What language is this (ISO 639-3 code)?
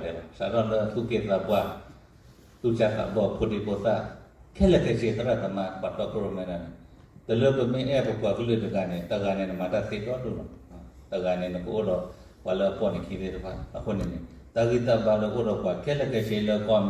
ksw